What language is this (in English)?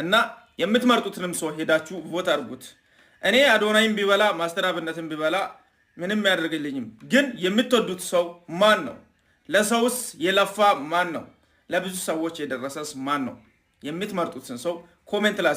Amharic